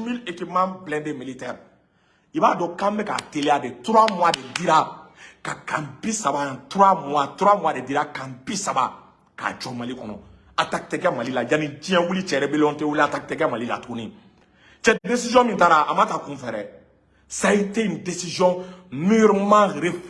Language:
Bambara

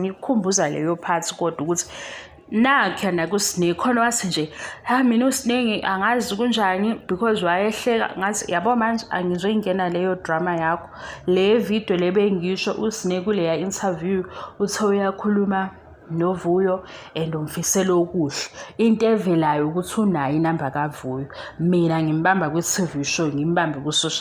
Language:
Zulu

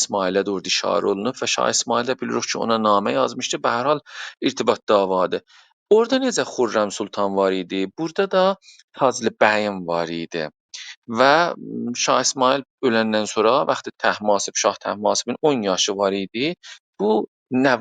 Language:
South Azerbaijani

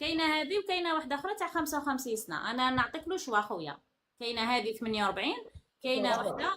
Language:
Algerian Arabic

